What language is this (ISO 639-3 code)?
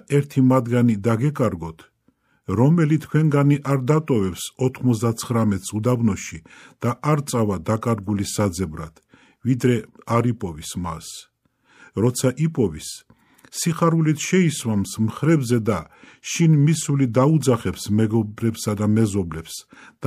kat